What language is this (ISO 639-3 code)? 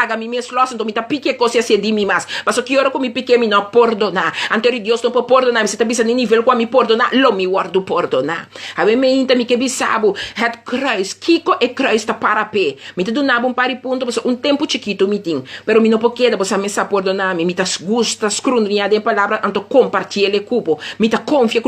pap